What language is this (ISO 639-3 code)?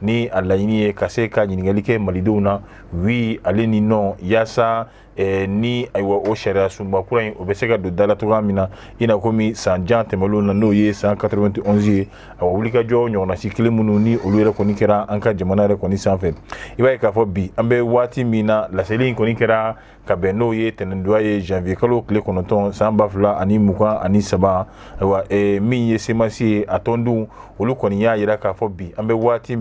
bam